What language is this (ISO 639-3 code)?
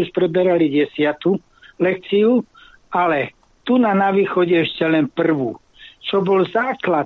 slk